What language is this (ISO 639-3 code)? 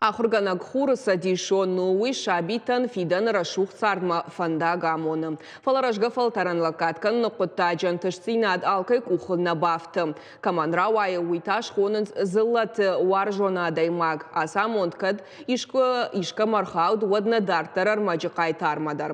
oss